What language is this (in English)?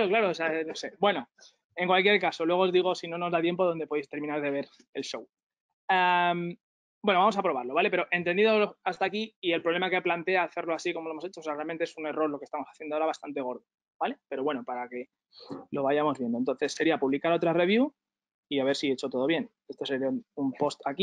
Spanish